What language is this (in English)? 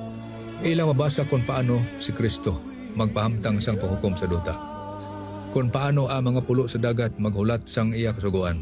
Hiligaynon